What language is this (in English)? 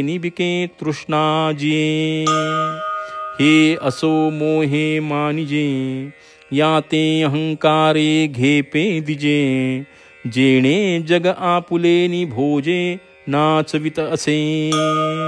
Marathi